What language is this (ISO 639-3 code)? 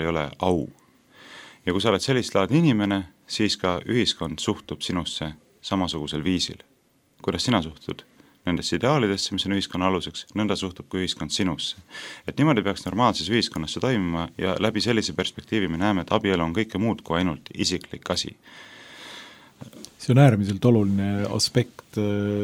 est